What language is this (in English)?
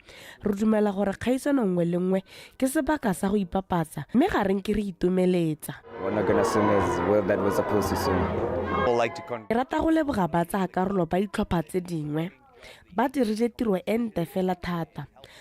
Tswana